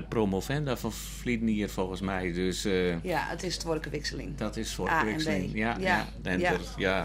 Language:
Western Frisian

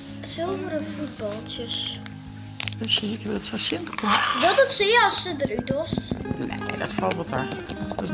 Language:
Western Frisian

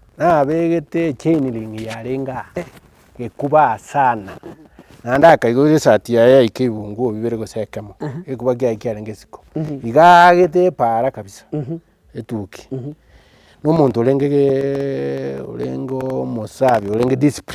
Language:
Gusii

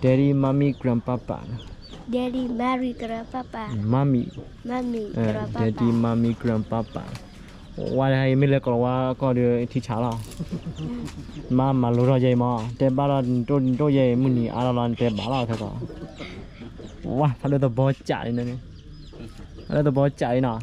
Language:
S'gaw Karen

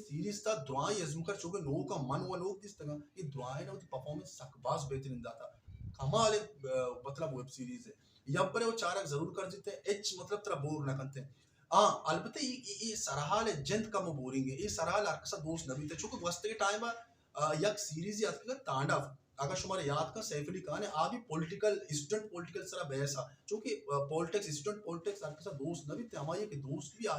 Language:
Baluchi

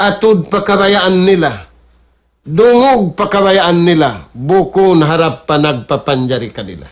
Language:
Tausug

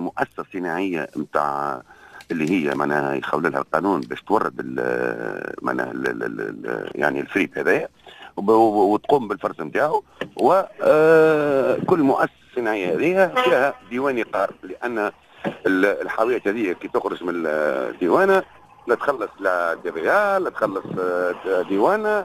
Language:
Tunisian Arabic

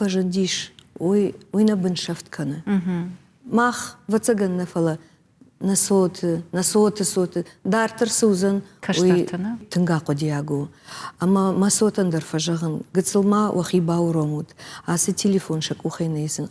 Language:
Ossetic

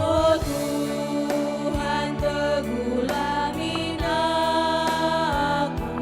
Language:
Batak Karo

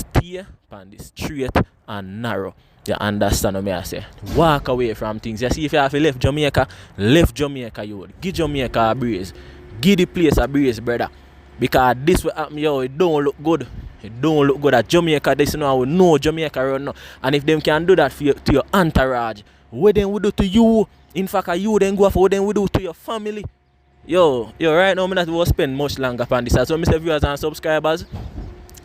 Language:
Jamaican Creole English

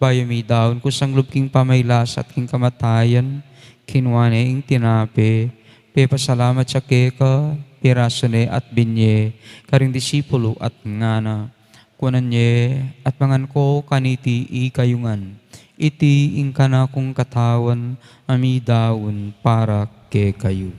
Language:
Pampanga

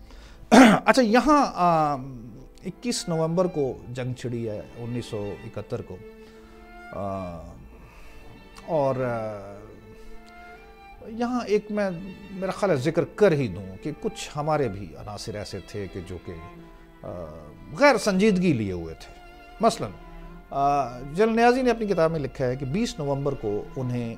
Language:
Urdu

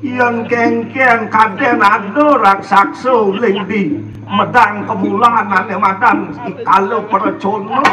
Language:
Balinese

